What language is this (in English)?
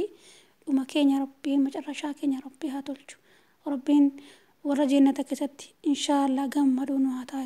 Oromo